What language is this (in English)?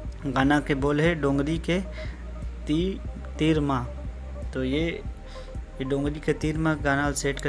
Chhattisgarhi